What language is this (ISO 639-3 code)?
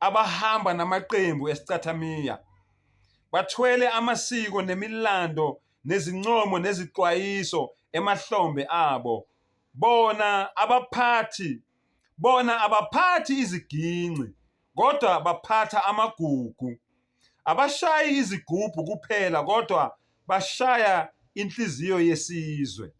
zul